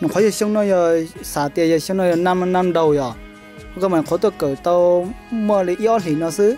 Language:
Hmong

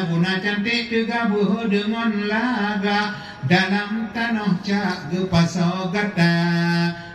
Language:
Achinese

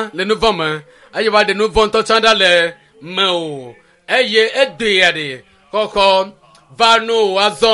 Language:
Ewe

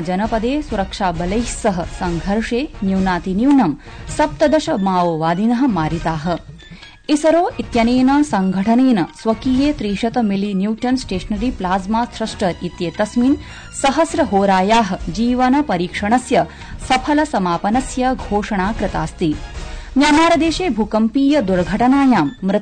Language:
Sanskrit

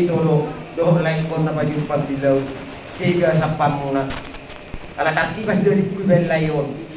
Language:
Batak Toba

